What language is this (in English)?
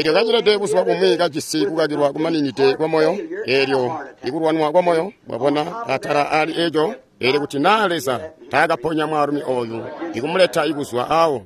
Tonga (Zambia)